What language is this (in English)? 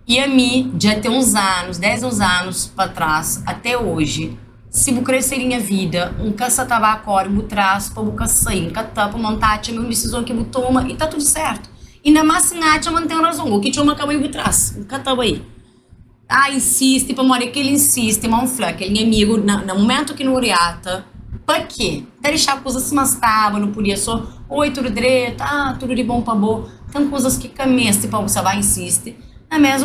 Kabuverdianu